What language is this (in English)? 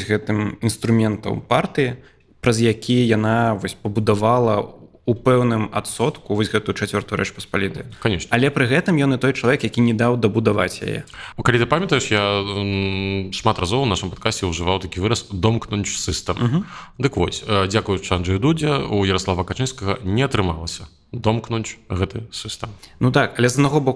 Belarusian